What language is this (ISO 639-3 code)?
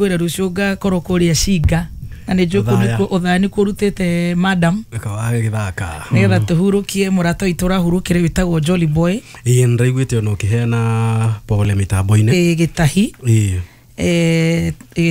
kik